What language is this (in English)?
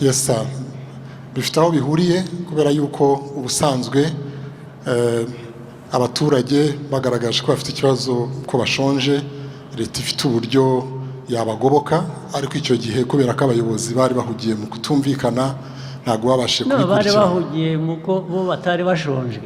Kinyarwanda